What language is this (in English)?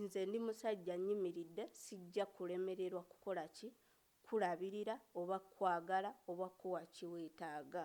Ganda